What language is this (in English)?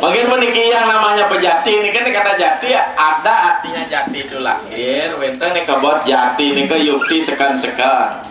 Balinese